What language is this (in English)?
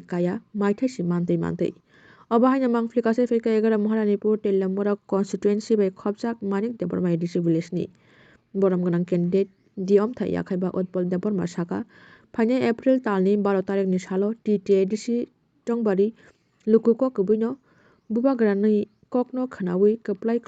Kok Borok